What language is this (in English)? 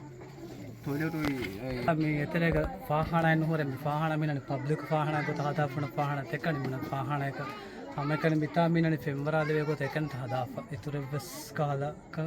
Divehi